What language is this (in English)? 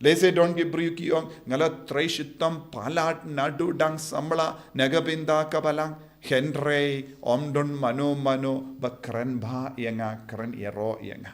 Khasi